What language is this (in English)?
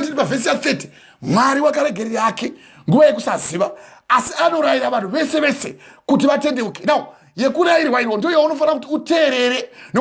Shona